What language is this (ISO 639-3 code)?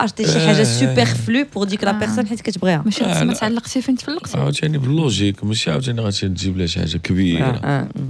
ary